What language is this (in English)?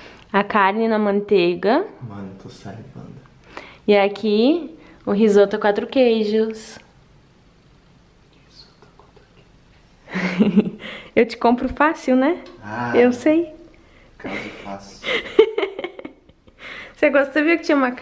Portuguese